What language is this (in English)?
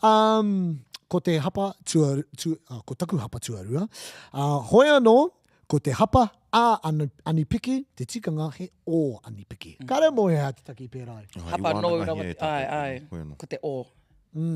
Māori